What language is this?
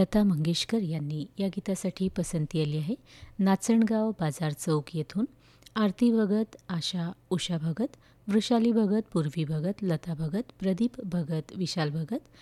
Marathi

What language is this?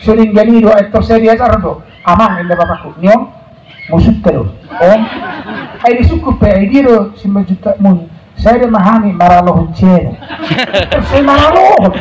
Batak Toba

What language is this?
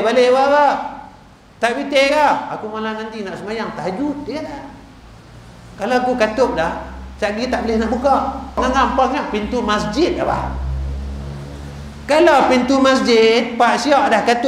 Malay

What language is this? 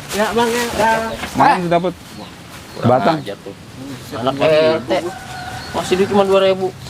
Betawi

